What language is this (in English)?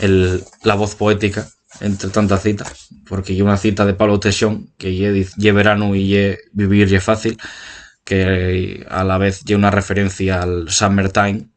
Asturian